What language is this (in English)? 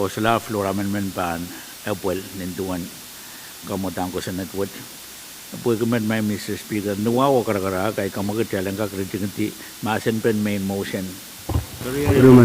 Pohnpeian